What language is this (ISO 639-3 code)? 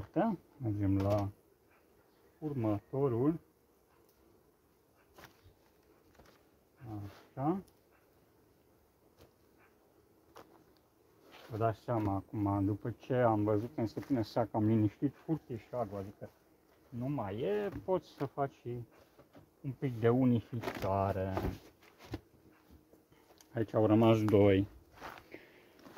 ron